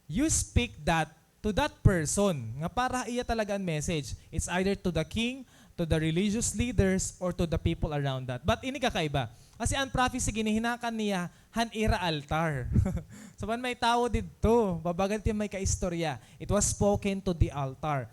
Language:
Waray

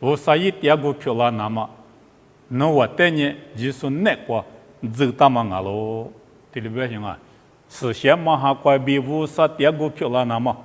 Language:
Lisu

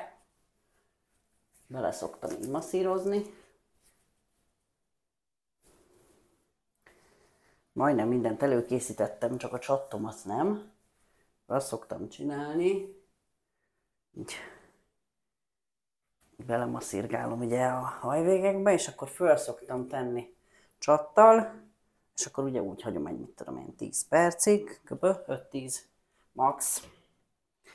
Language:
Hungarian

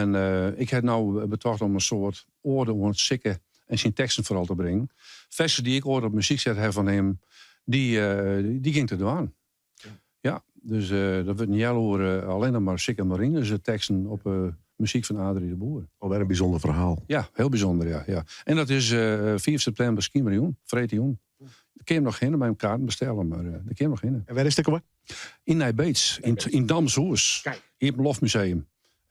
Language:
Western Frisian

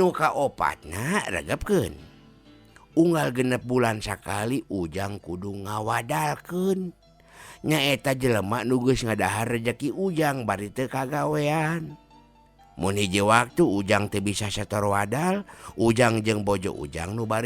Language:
Sundanese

